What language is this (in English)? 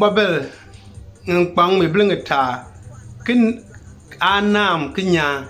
Konkomba